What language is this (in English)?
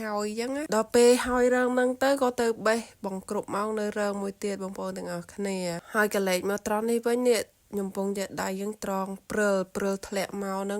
Khmer